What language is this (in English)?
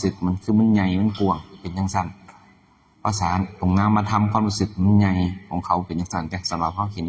Northeastern Thai